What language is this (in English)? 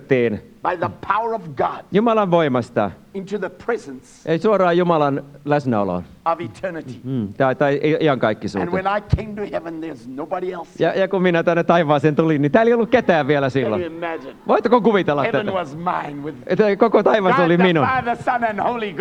Finnish